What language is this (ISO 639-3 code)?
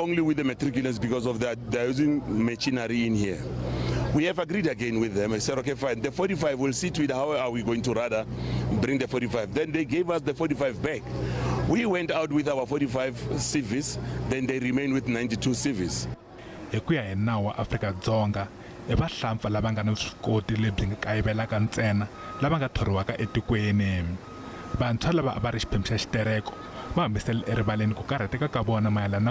tso